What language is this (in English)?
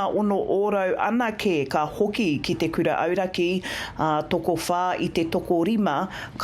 Māori